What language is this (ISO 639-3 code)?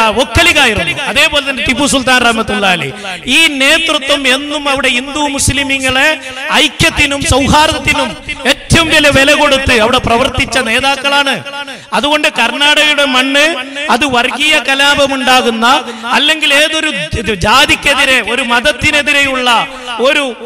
mal